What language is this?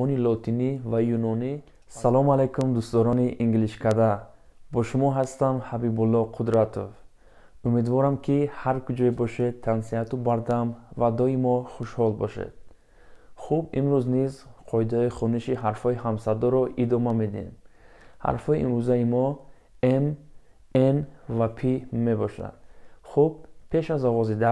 Tajik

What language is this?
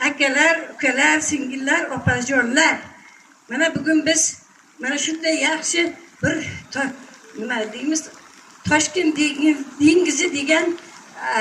Uzbek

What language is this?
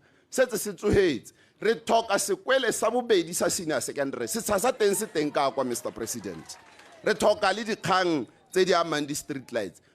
Tswana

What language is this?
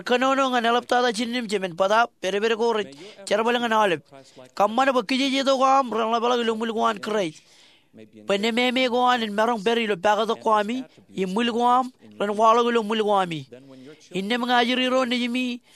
Marshallese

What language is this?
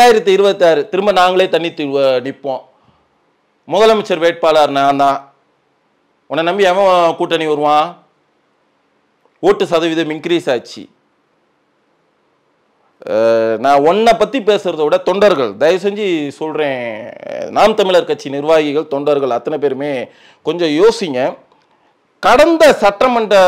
Tamil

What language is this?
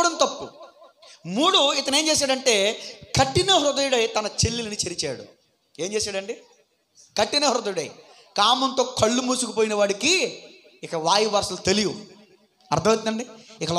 Telugu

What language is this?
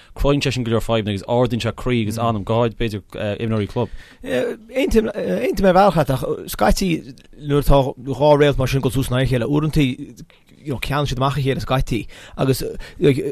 Irish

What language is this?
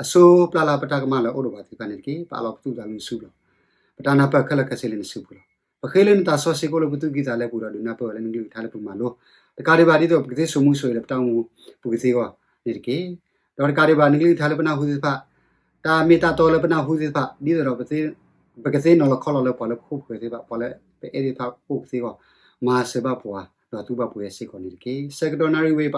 S'gaw Karen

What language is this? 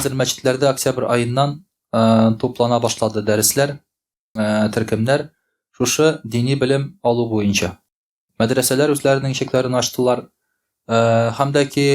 Tatar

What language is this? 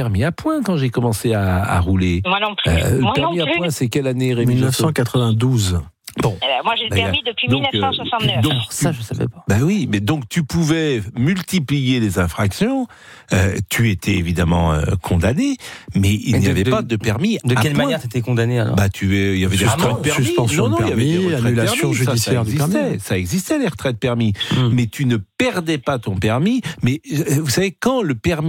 French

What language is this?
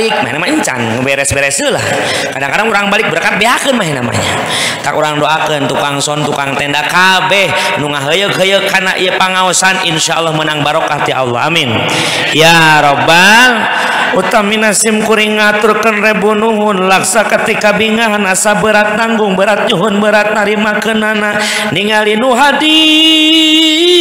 Sundanese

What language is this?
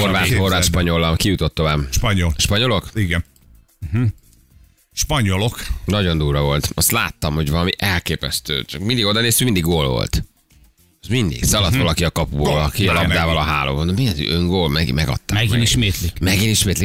Hungarian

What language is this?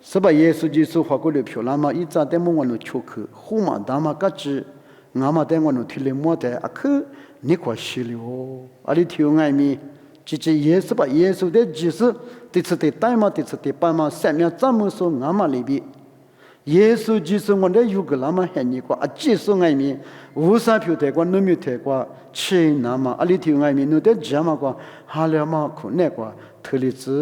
Lisu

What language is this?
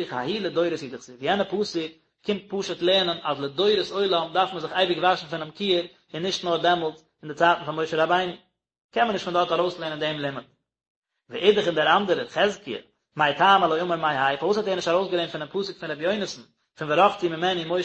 Yiddish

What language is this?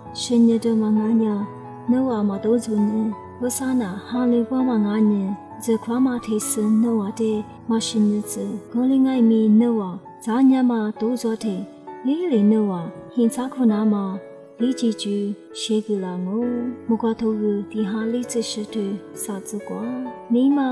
Lisu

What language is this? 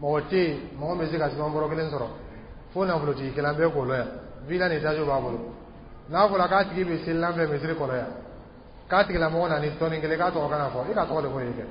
Dyula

